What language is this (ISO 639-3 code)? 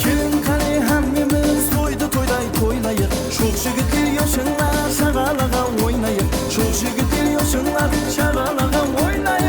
kaa